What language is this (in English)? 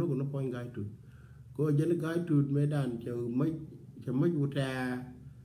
Nuer